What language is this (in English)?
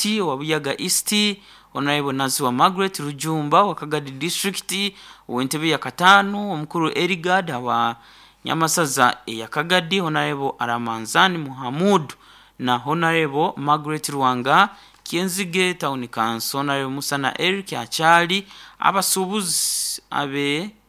Nyoro